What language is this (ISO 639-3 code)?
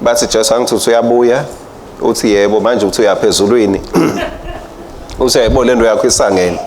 ssw